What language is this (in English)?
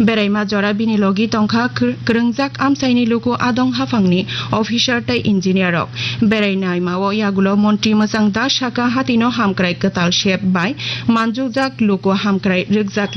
Kok Borok